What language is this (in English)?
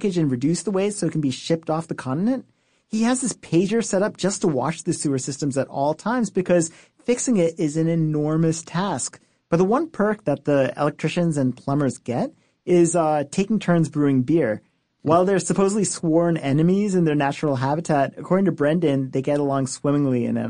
English